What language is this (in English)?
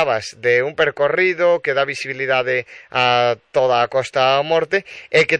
Galician